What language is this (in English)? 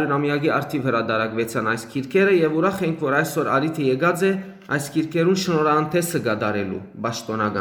Western Armenian